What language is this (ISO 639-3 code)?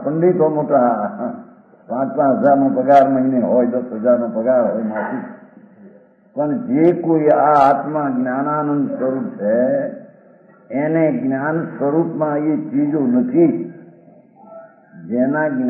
guj